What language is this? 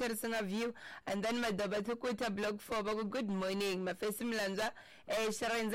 Tsonga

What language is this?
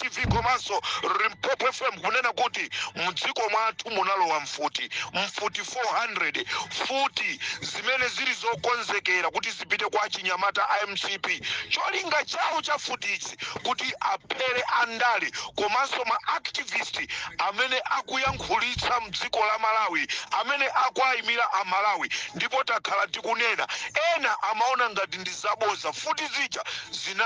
Nyanja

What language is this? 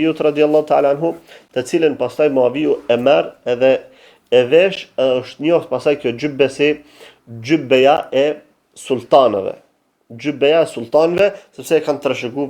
Albanian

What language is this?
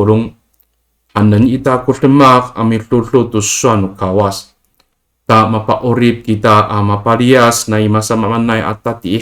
Amis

